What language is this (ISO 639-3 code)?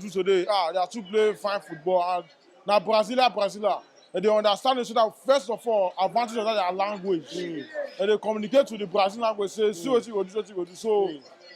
pcm